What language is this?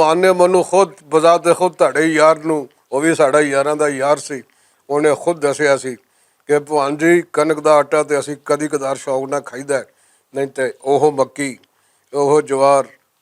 Western Panjabi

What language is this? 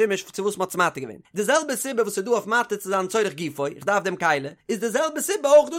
Yiddish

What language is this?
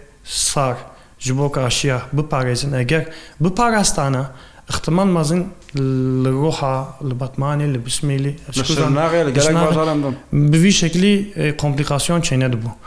Kurdish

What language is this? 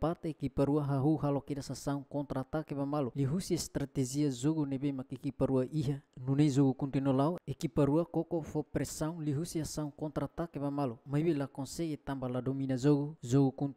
Tetum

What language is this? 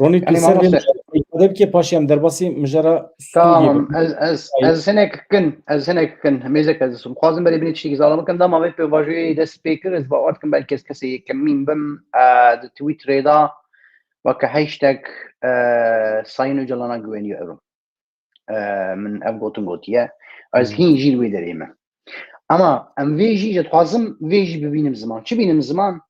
Kurdish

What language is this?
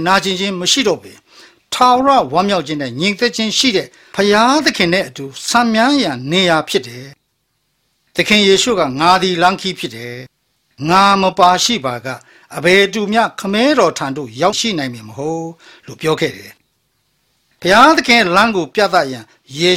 Burmese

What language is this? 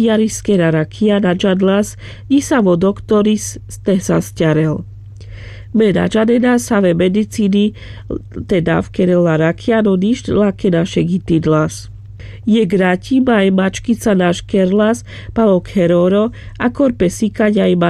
Carpathian Romani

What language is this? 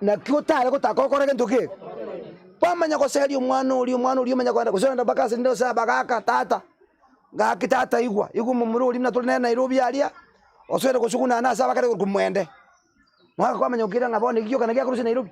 Gusii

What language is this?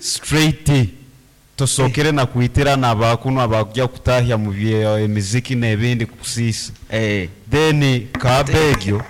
Nyankole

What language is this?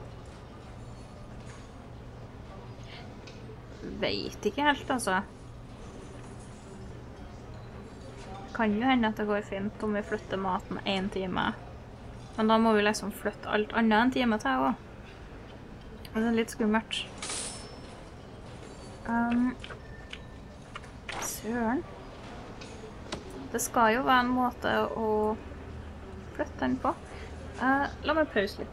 Norwegian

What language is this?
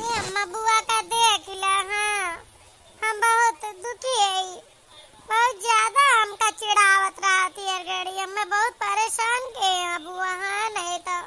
Awadhi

